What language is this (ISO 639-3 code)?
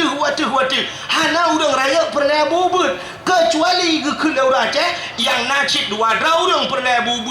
ace